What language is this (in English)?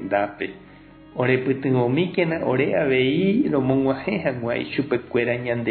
Guarani